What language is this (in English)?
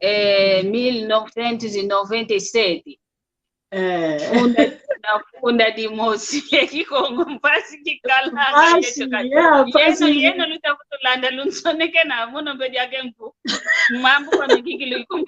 San Salvador Kongo